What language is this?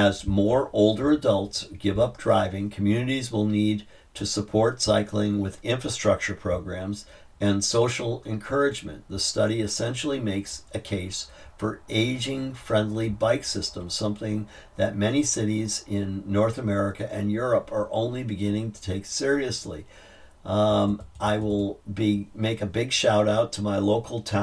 English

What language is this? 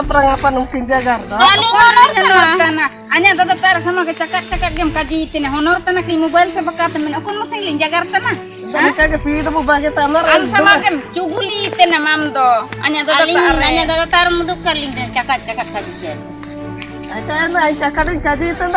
Ho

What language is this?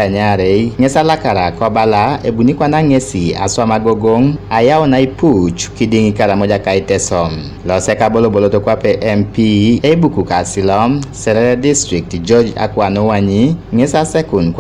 Teso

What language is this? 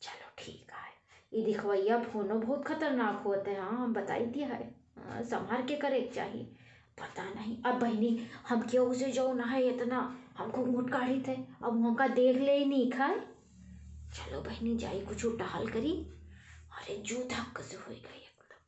Awadhi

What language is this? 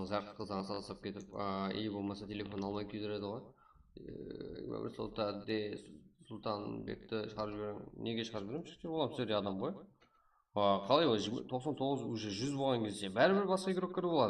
Kara-Kalpak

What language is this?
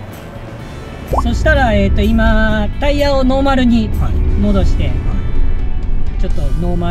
Japanese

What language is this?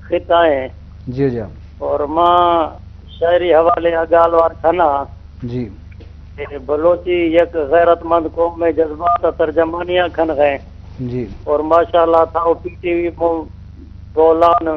Eastern Balochi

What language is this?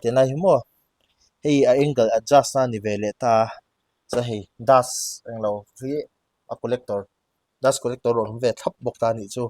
Mizo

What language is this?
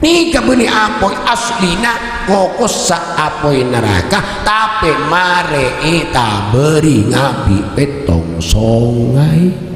Madurese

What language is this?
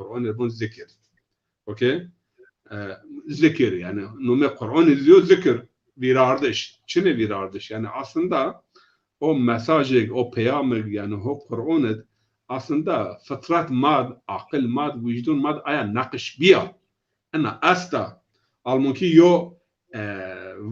Zaza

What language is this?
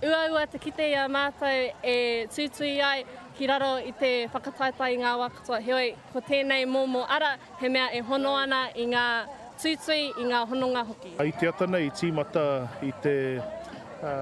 Māori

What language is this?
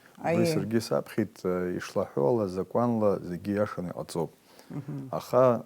Abkhazian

